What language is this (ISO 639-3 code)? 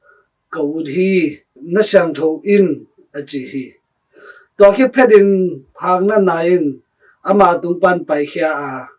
ctd